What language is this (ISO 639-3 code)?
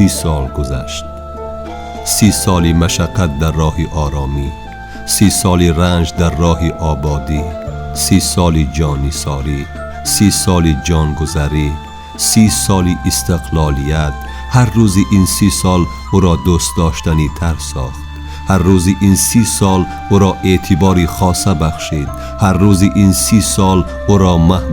tgk